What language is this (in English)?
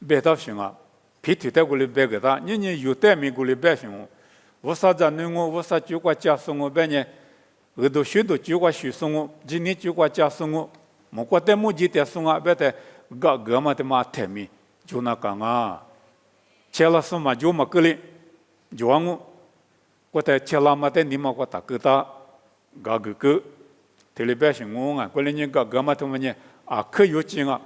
Lisu